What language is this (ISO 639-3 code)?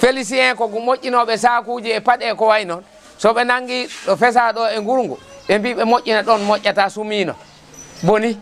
ful